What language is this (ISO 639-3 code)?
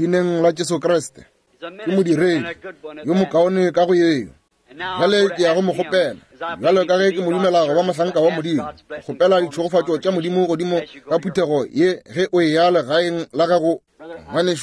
nso